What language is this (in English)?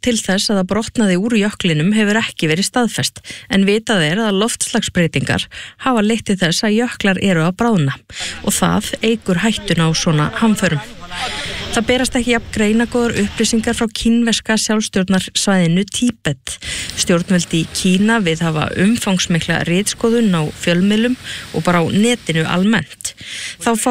Icelandic